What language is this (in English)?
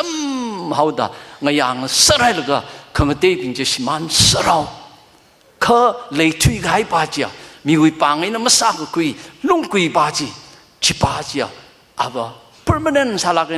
Tangkhul Naga (India)